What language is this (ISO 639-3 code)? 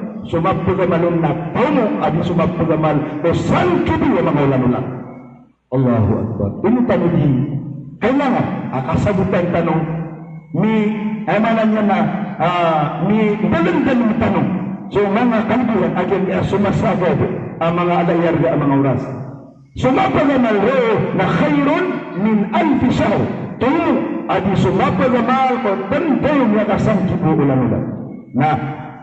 mrw